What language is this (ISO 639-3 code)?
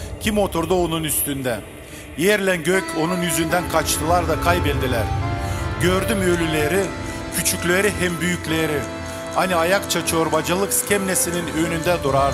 gag